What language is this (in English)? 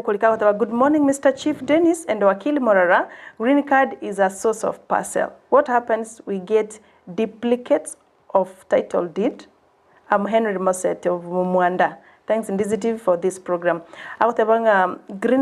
Gusii